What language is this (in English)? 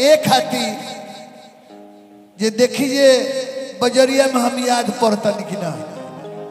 Bhojpuri